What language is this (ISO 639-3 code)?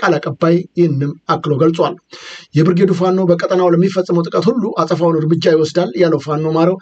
amh